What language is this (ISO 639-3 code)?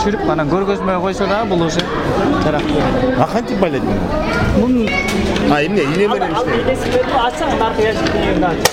kir